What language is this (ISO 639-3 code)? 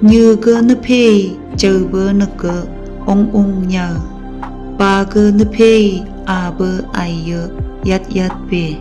nph